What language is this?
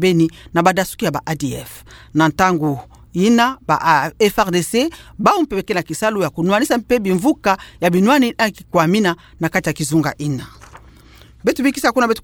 Kituba (Democratic Republic of Congo)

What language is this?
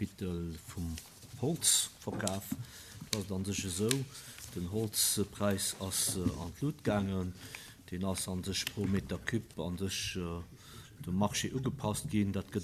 Luxembourgish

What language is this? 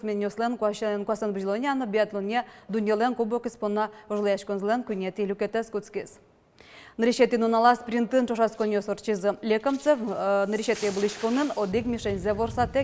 Udmurt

